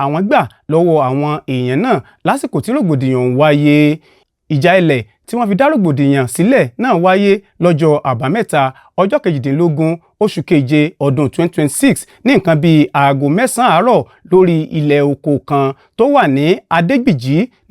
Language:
Yoruba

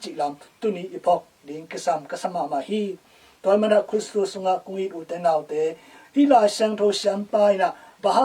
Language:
Tedim Chin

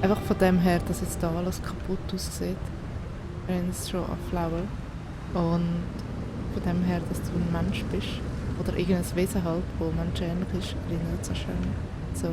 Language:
Swiss German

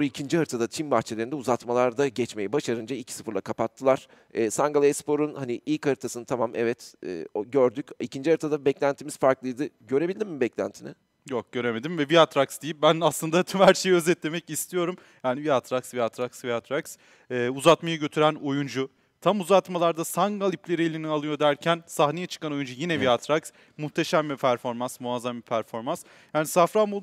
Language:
Turkish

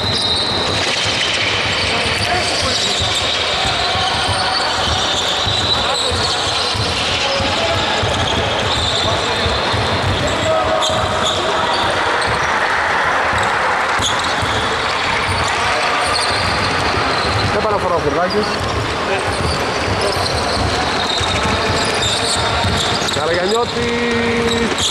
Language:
Greek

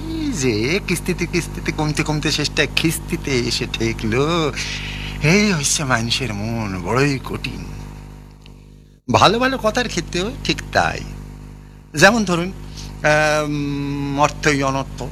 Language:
Bangla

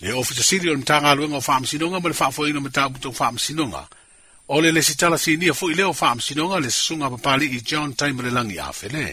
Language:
Samoan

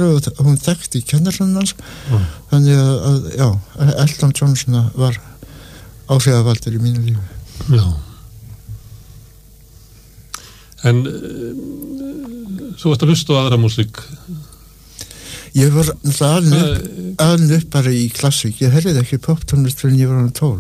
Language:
Icelandic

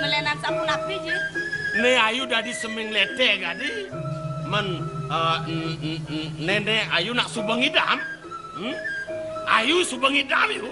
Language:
Balinese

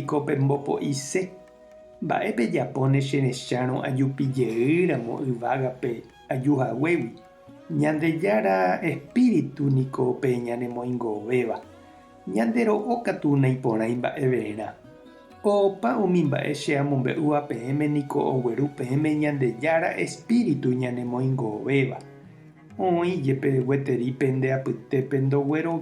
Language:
Guarani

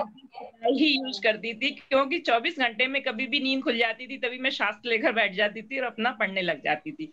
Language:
Hindi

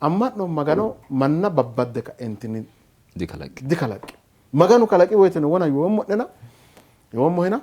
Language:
Sidamo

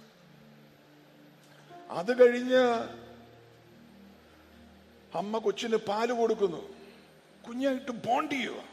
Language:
Malayalam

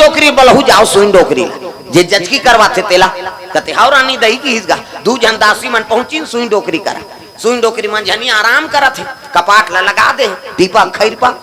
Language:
Chhattisgarhi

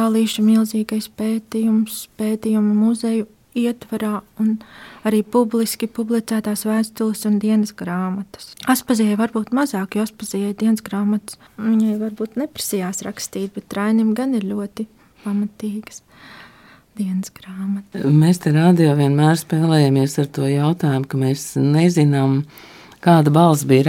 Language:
Latvian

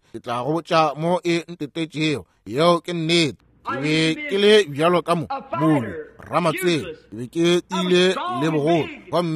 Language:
Northern Sotho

